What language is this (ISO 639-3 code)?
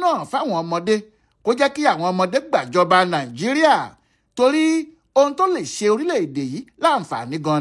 yor